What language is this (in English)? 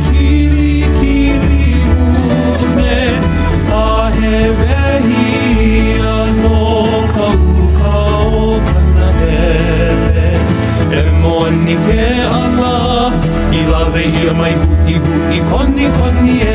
Hawaiian